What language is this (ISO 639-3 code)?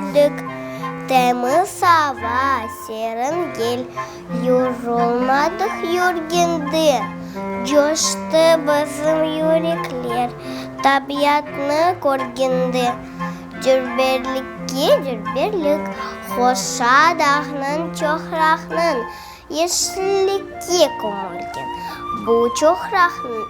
crh